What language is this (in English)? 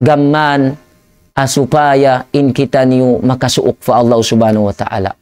Tausug